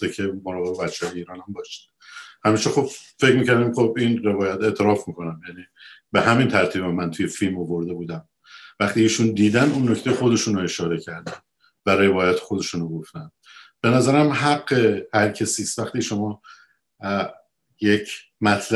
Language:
Persian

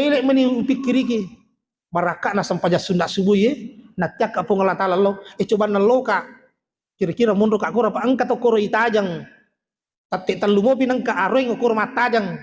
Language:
Buginese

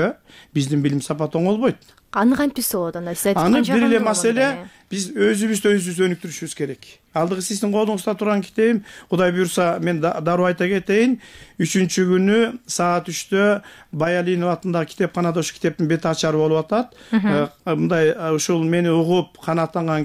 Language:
Kyrgyz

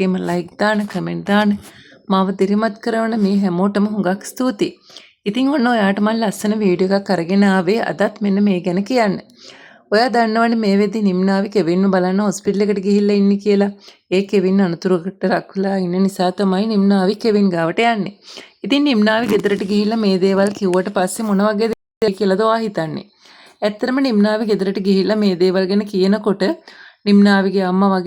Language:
Sinhala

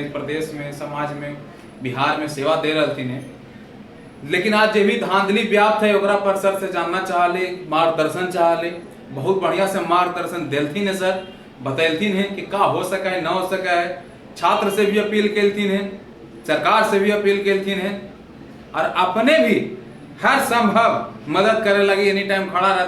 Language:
Magahi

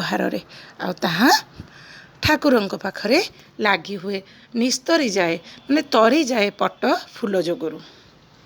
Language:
Odia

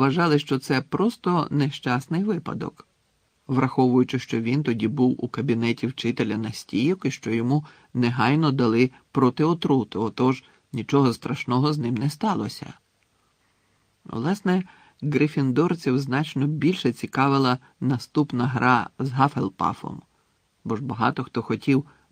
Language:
Ukrainian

